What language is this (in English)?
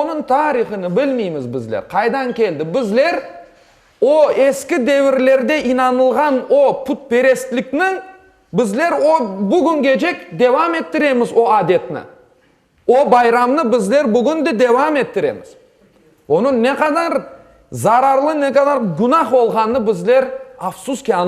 Crimean Tatar